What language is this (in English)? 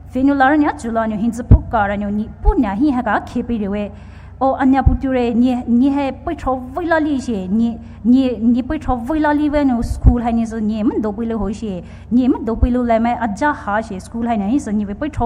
Poumei Naga